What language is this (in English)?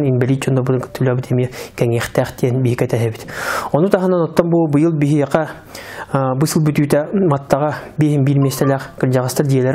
Yakut